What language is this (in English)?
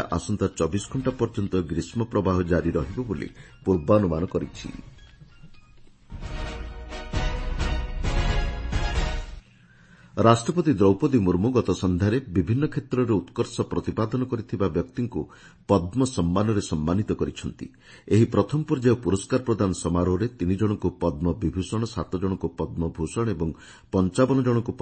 Odia